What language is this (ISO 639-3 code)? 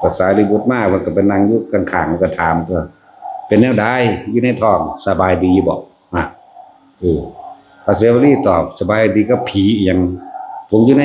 tts